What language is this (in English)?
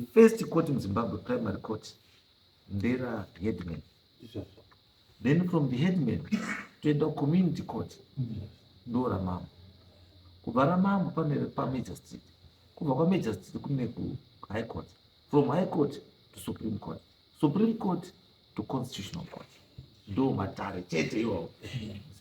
Shona